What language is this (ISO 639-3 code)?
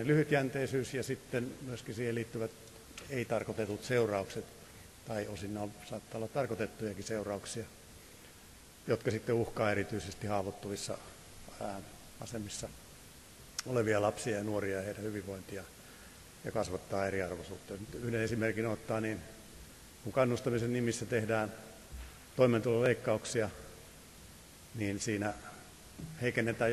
fin